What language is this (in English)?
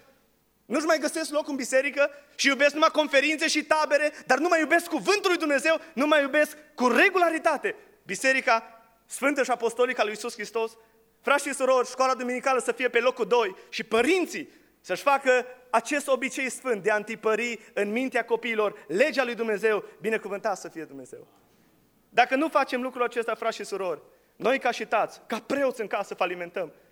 Romanian